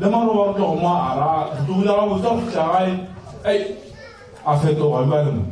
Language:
Northern Sotho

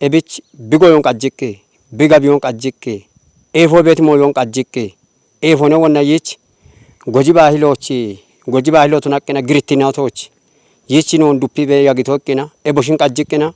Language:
Kafa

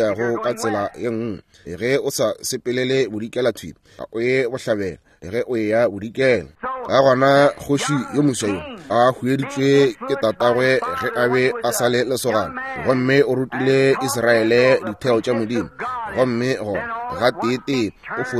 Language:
Northern Sotho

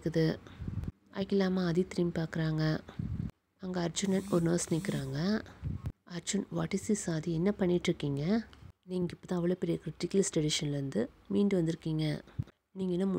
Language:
Tamil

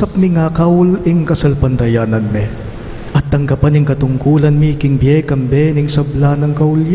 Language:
Pampanga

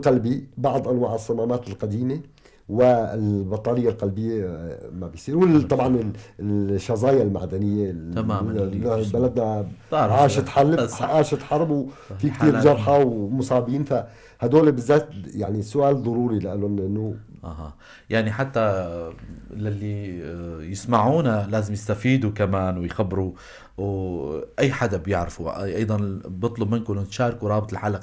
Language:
North Levantine Arabic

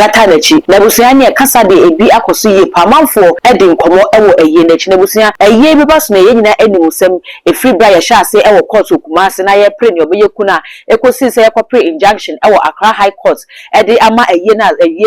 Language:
Akan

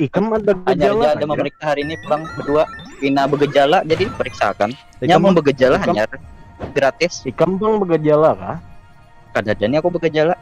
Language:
Banjar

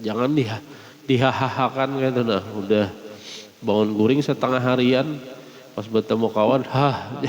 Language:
Banjar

